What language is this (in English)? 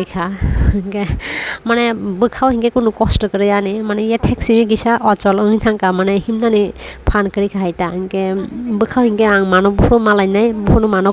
Kok Borok